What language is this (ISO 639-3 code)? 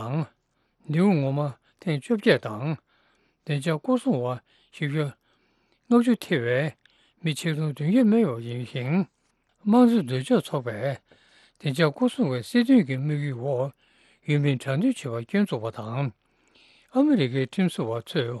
bod